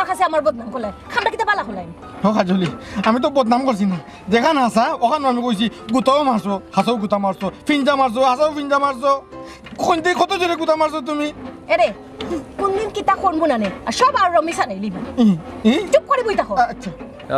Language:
Sylheti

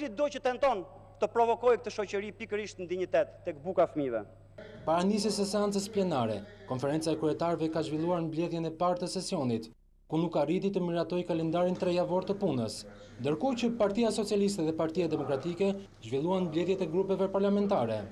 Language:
Albanian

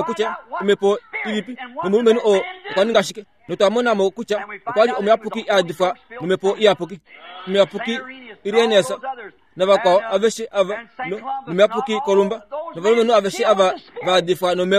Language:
Kuanyama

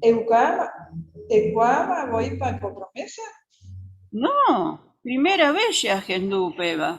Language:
Guarani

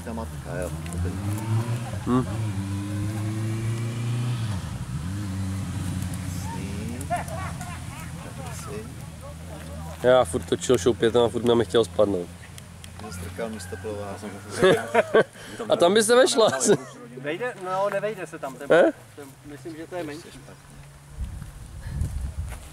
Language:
Czech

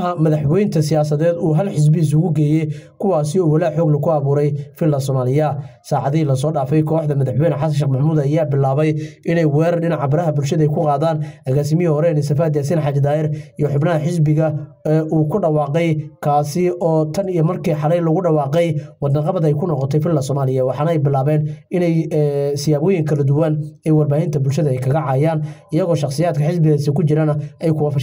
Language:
Somali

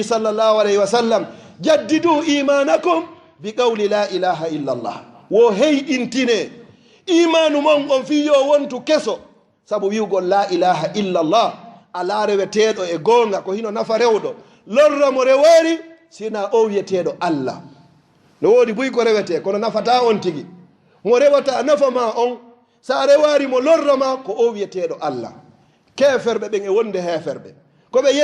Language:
Fula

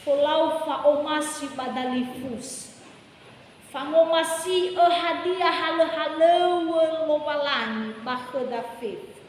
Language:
Nias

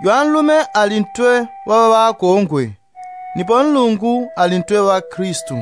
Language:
Yao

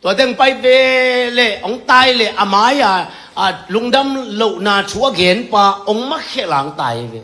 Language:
Tedim Chin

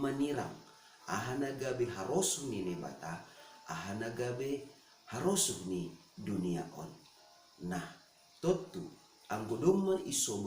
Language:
Batak Simalungun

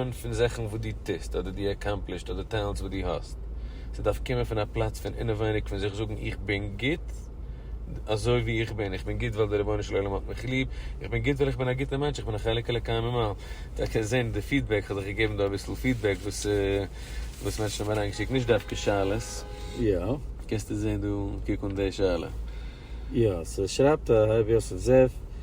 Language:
Yiddish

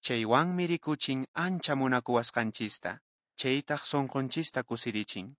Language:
Quechua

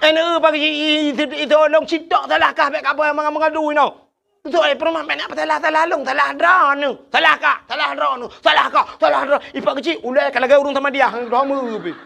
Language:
Achinese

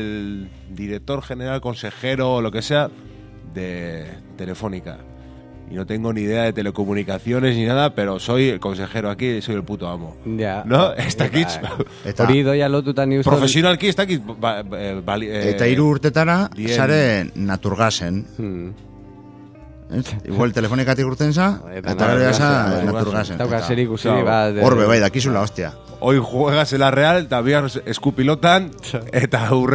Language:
Basque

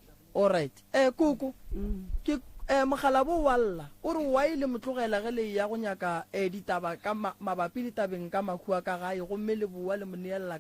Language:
Northern Sotho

